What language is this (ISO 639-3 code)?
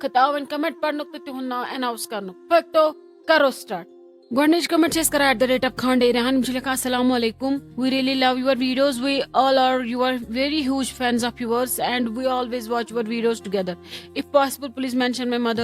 kas